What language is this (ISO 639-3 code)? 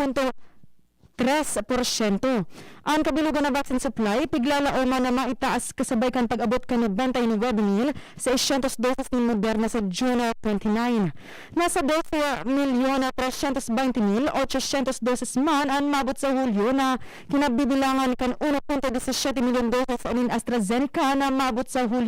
bik